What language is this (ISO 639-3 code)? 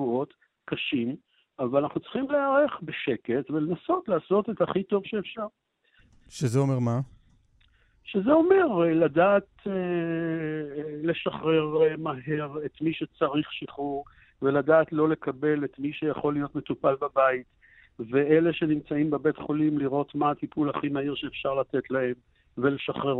heb